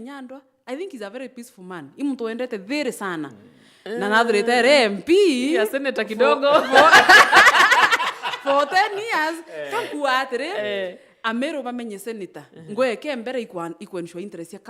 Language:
Meru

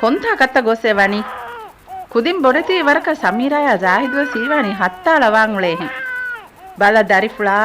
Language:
Divehi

